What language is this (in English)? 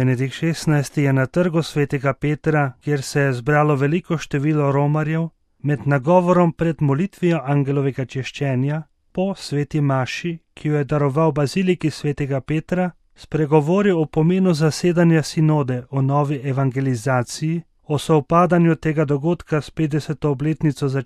Slovenian